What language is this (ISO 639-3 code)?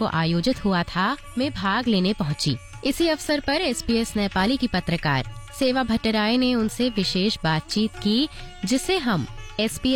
hin